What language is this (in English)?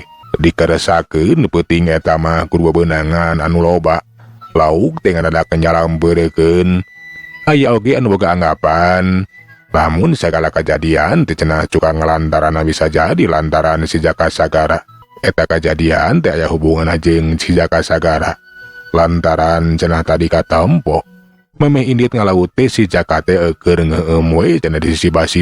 Sundanese